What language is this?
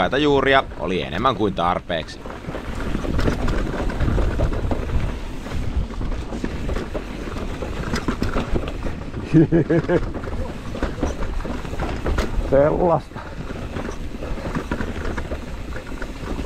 Finnish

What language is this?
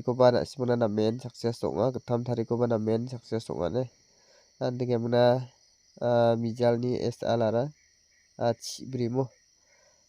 Garo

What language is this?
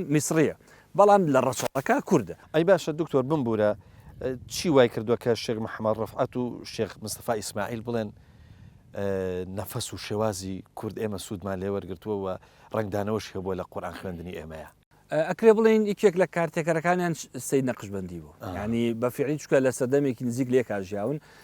Central Kurdish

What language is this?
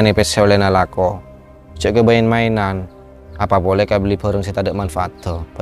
Madurese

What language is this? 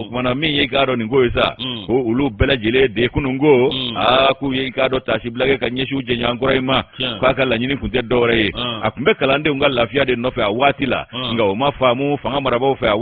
Bambara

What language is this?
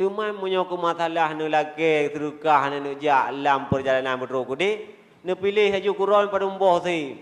Achinese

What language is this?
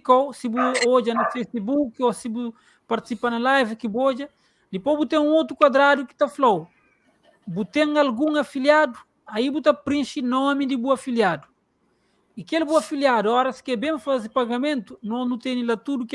Kabuverdianu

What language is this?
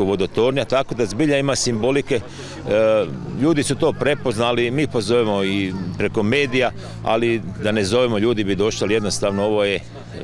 Croatian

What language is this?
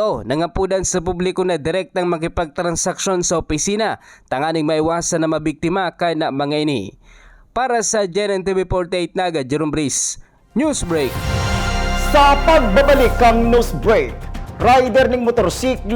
Bikol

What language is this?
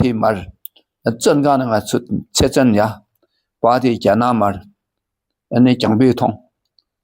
Dakpakha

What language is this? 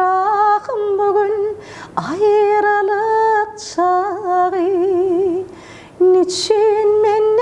Turkmen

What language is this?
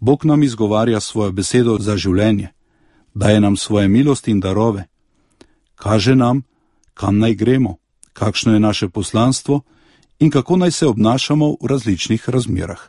Slovenian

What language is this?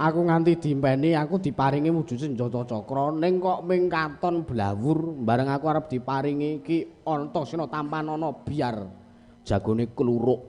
Javanese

